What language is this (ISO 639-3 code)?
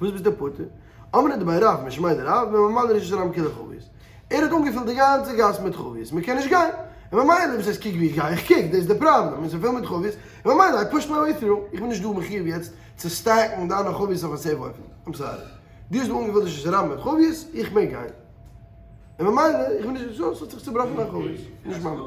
yid